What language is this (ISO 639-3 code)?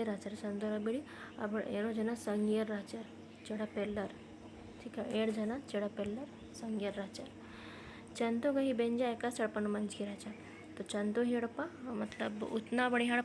kru